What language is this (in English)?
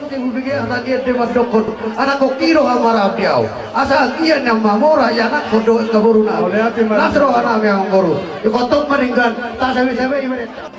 Batak Toba